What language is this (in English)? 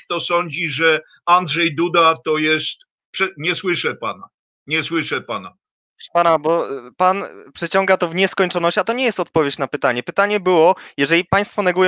Polish